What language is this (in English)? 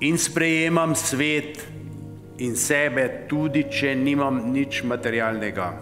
Slovenian